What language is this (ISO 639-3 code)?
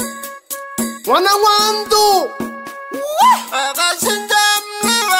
swa